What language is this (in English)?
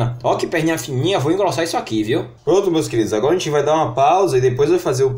Portuguese